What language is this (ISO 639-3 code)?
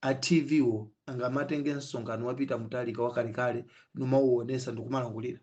nya